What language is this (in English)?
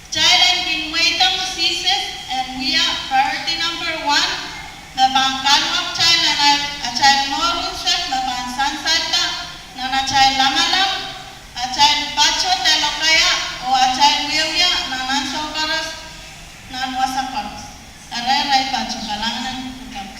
Pohnpeian